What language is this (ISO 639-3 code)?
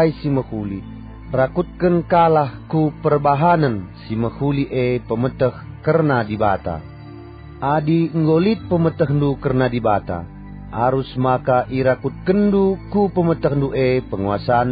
btx